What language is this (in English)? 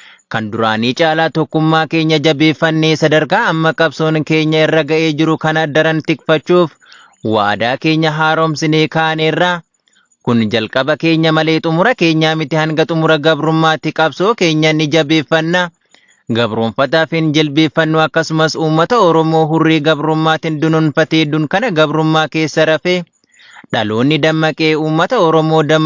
Oromo